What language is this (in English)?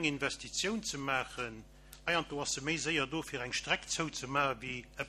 Luxembourgish